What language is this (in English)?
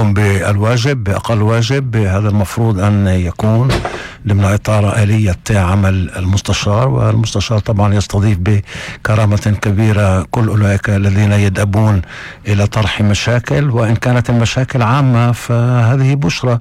North Levantine Arabic